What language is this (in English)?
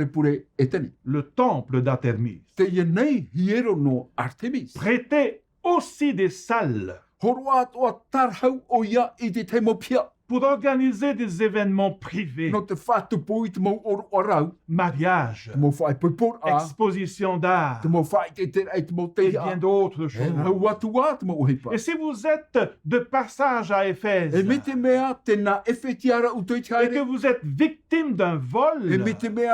Tahitian